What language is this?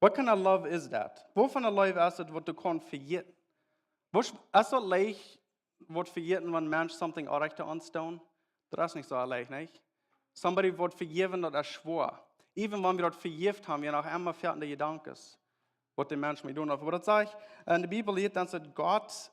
Plautdietsch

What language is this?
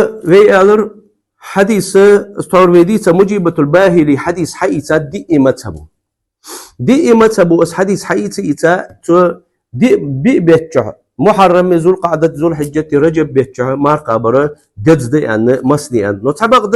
Ingush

